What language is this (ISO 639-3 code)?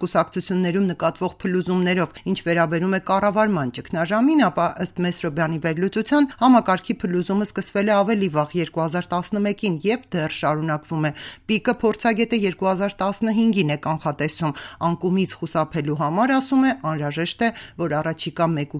hye